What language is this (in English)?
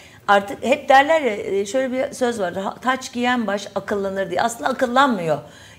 Turkish